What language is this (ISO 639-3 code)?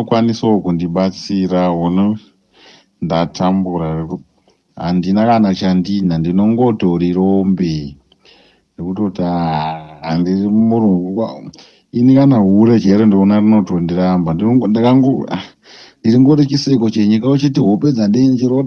sna